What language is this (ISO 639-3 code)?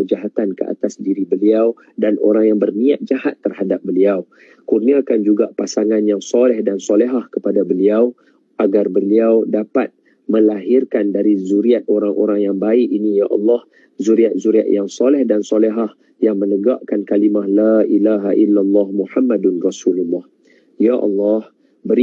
msa